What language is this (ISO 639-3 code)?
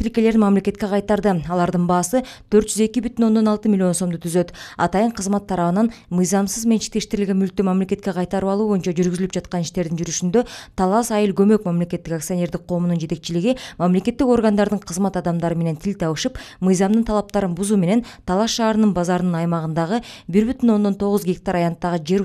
kir